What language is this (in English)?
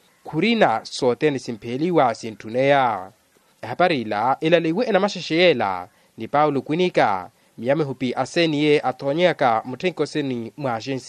Makhuwa